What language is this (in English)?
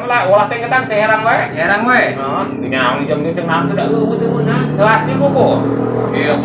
Sundanese